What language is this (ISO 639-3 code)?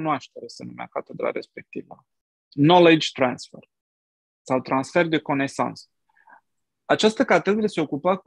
ron